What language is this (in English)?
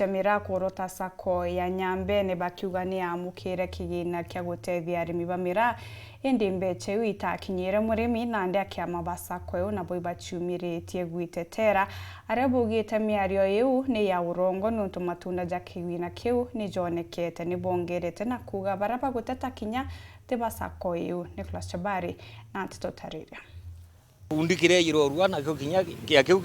Meru